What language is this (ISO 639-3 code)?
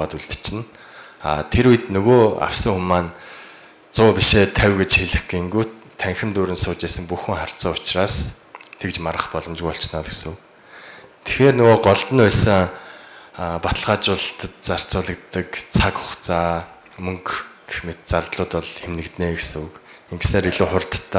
mon